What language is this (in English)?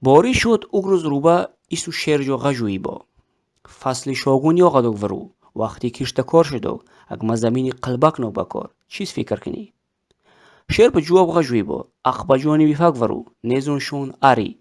Tajik